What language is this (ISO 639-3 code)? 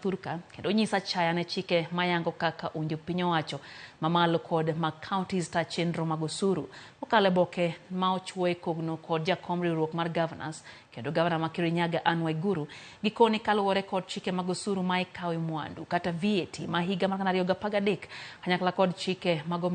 luo